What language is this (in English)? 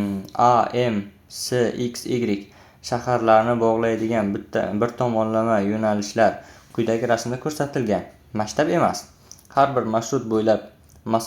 Uzbek